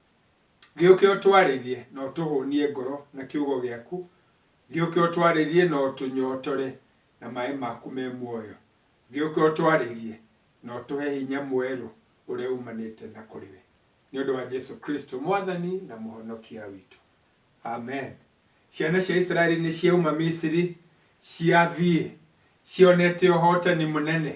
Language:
Kikuyu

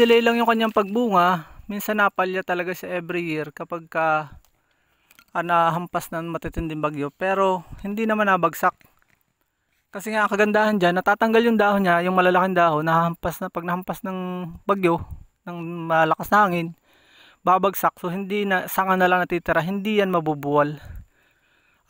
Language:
Filipino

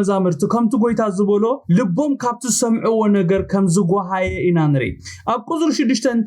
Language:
Tigrinya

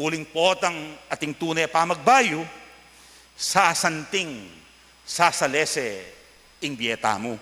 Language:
Pampanga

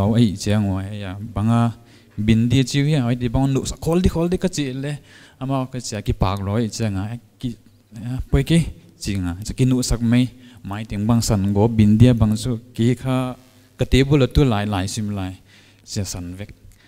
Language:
Paite Chin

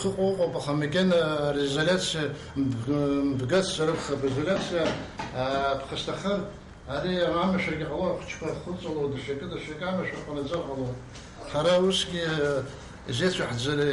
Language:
Abkhazian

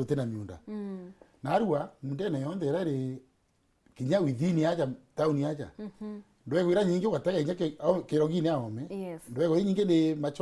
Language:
Meru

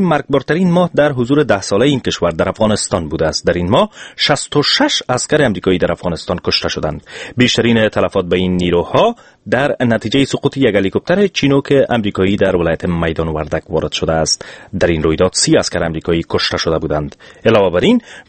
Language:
Persian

